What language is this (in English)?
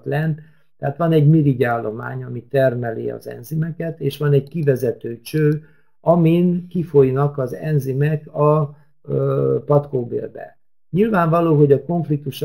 Hungarian